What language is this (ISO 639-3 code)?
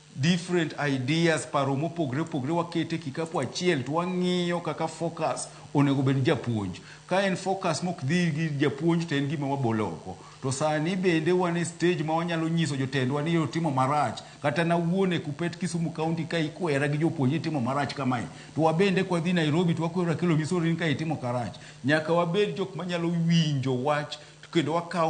luo